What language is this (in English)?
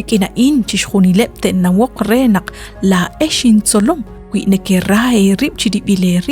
Kekchí